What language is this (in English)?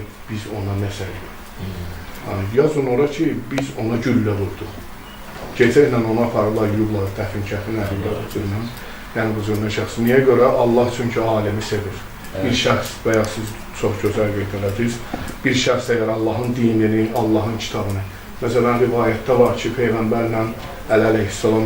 Azerbaijani